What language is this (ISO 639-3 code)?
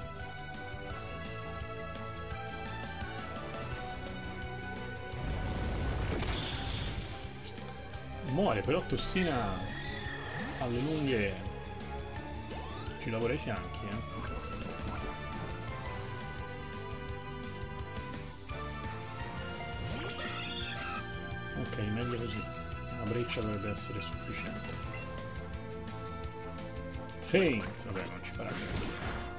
ita